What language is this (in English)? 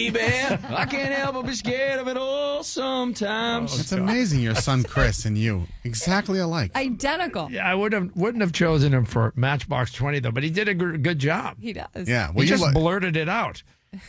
English